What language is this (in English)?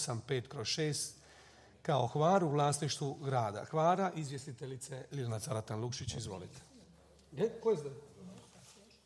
Croatian